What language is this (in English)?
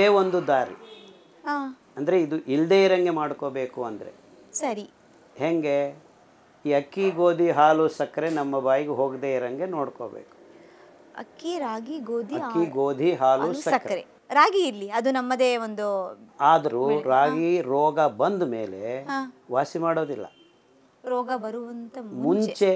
Kannada